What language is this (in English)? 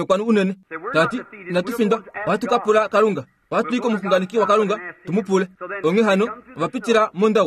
Kuanyama